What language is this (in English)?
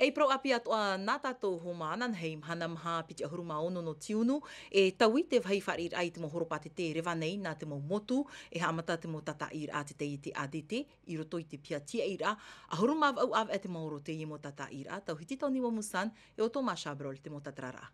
Tahitian